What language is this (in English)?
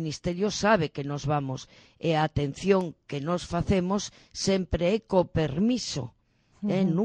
Galician